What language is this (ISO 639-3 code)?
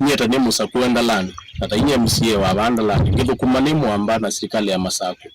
kam